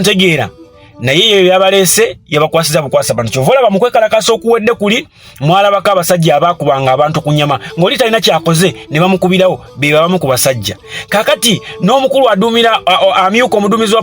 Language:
Ganda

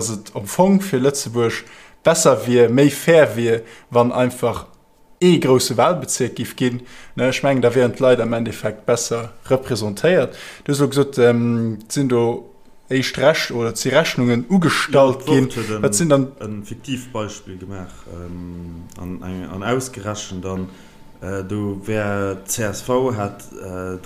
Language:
Luxembourgish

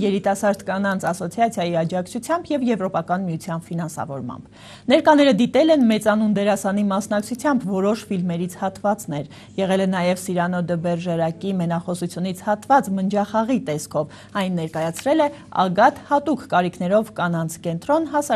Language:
Armenian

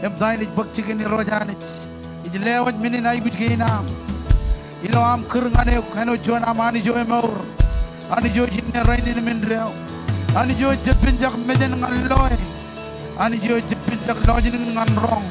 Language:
Marshallese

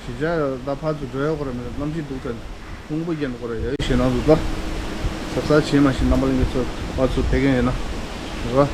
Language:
Tibetan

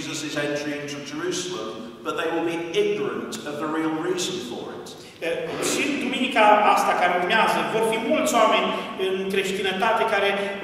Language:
Romanian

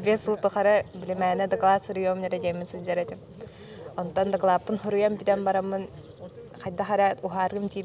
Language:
Yakut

